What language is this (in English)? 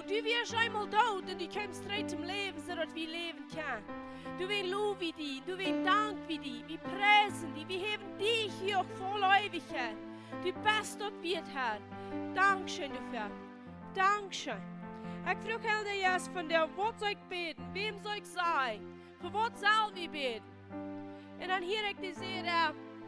Plautdietsch